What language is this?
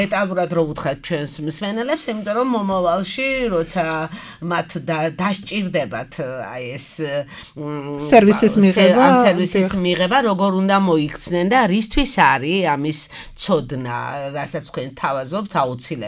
Georgian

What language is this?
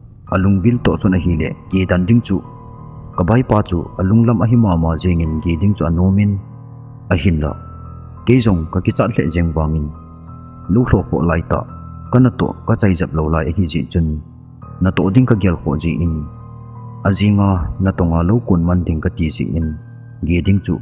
Thado Chin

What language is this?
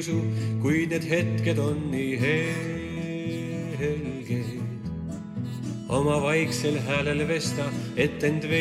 Estonian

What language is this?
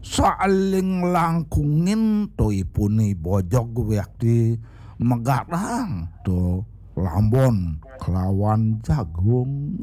Balinese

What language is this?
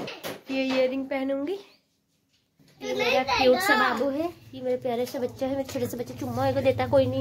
Hindi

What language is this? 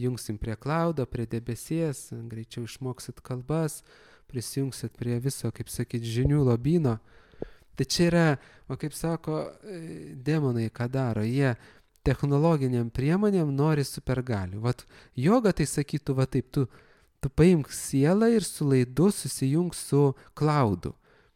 Lithuanian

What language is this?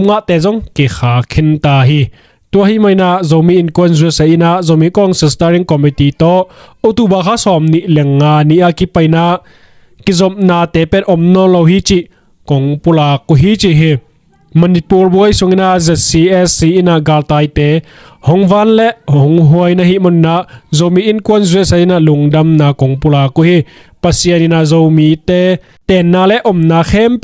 Tedim Chin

